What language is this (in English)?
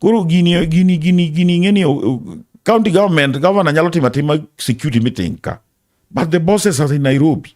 Luo (Kenya and Tanzania)